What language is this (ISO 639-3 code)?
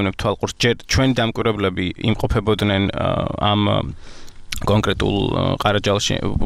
kat